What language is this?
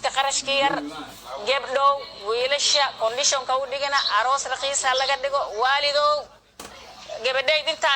Somali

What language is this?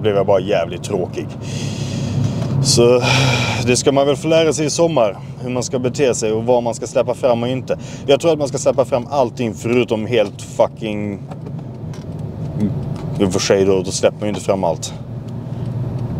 Swedish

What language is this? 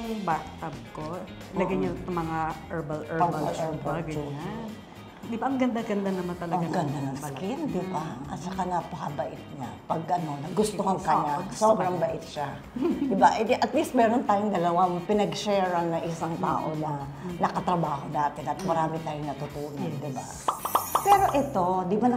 Filipino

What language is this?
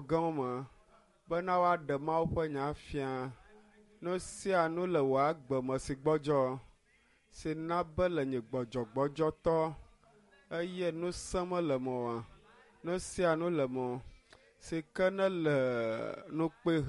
Ewe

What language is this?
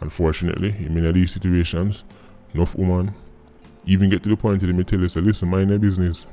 Jamaican Creole English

